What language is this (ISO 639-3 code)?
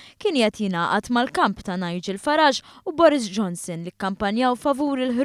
mlt